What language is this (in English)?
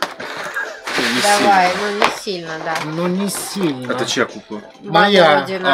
Russian